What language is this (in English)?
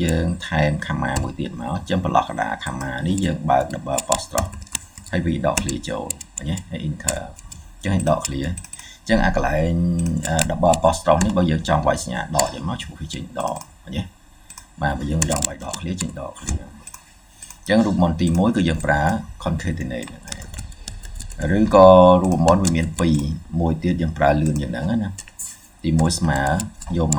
Khmer